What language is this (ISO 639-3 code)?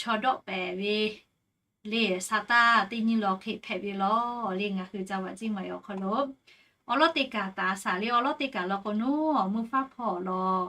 lhu